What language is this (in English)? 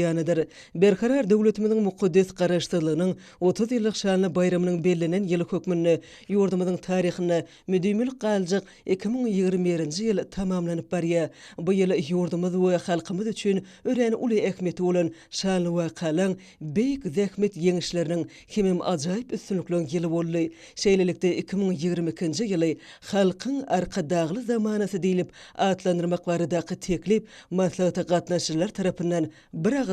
Turkmen